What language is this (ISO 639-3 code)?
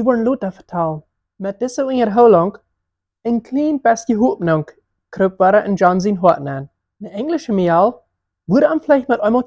pdt